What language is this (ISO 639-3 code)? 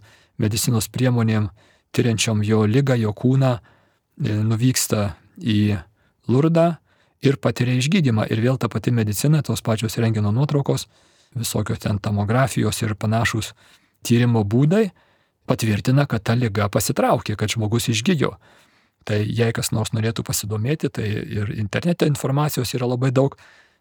lit